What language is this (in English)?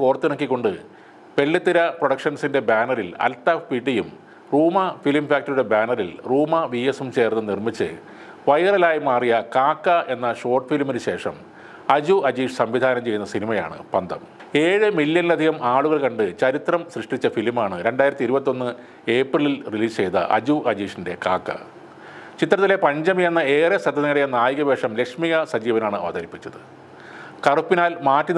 Malayalam